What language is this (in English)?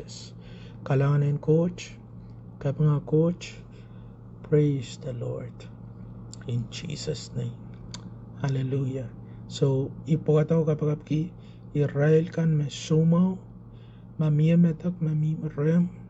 Pohnpeian